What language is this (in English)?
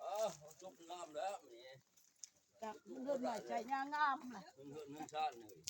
Lao